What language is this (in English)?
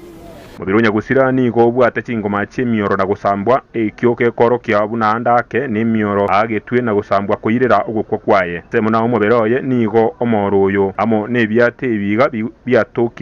Gusii